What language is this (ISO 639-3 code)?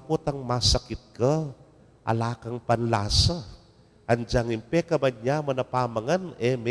pam